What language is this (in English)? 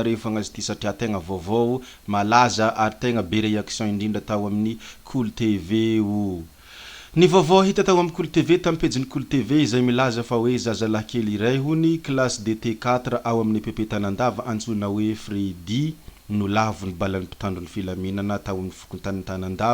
Malagasy